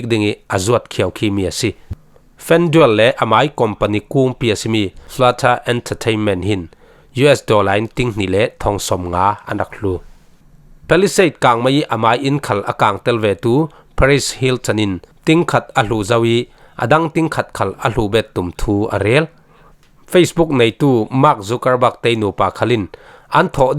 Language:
Falam Chin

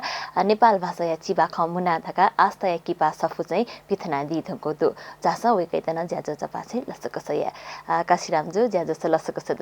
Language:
Newari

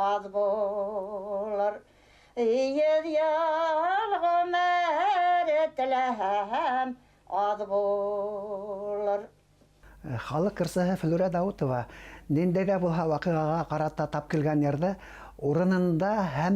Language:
Bashkir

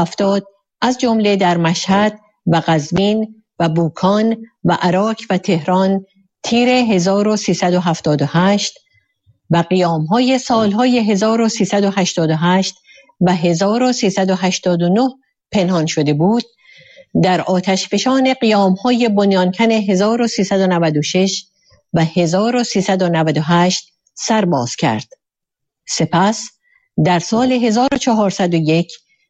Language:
Persian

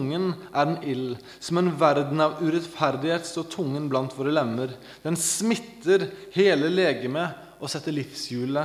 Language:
Norwegian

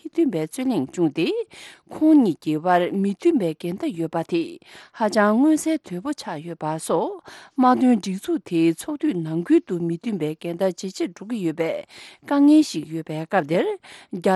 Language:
Tibetan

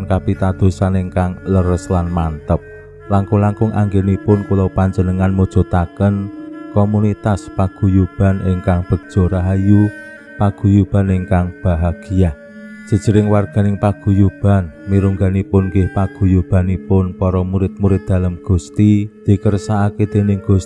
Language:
Javanese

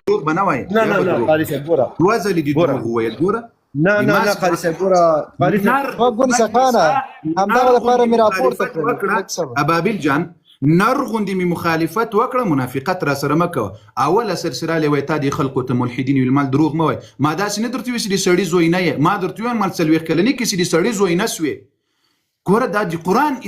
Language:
Pashto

